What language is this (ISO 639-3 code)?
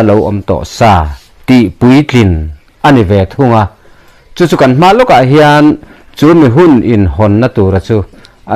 lus